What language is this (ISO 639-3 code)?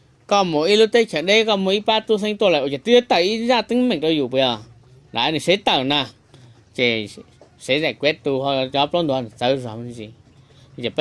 hmn